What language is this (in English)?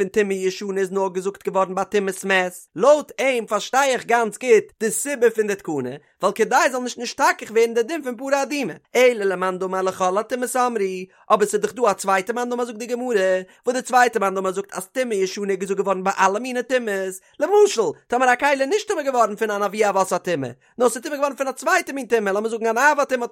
Yiddish